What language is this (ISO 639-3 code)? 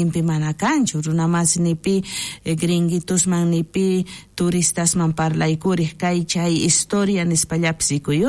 quh